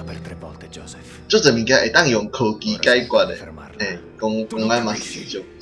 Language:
Min Nan Chinese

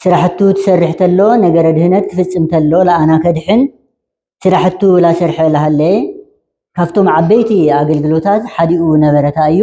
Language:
Tigrinya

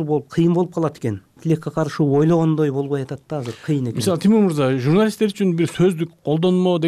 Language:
Kyrgyz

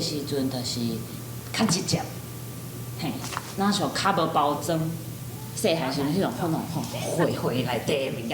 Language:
Min Nan Chinese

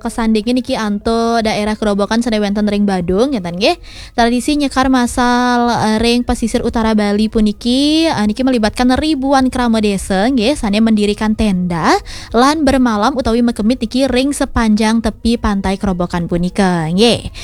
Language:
Balinese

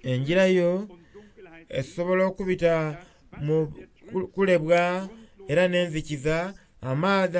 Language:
Soga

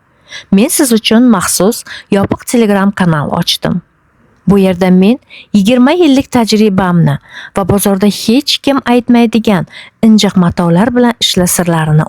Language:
Uzbek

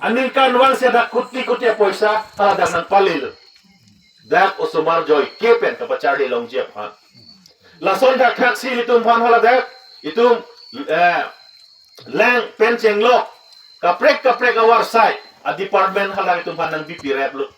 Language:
Karbi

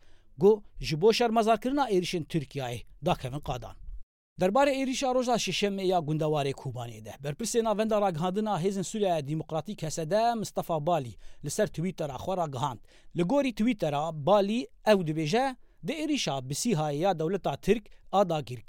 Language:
Kurdish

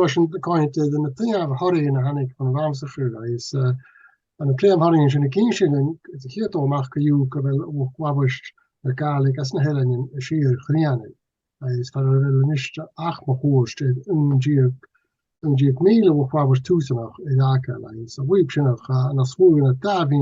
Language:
Scottish Gaelic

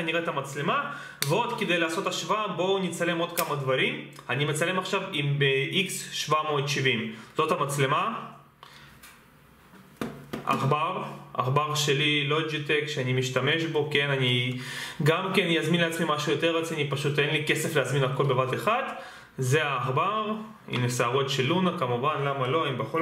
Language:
Hebrew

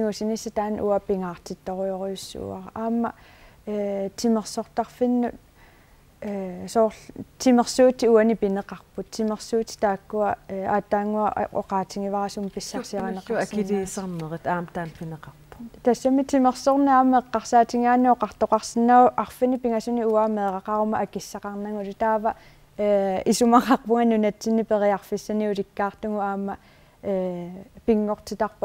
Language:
Kalaallisut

